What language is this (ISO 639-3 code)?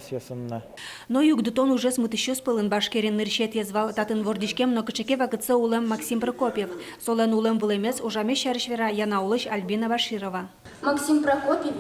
udm